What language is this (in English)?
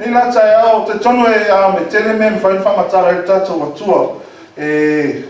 Samoan